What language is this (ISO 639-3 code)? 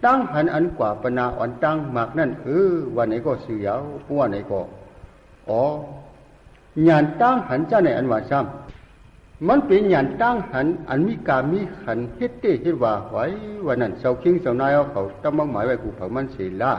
shn